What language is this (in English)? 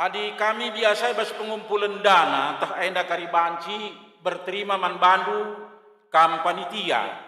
Batak Karo